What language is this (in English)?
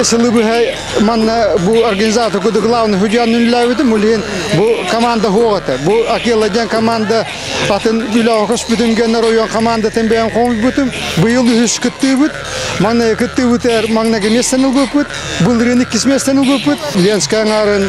Yakut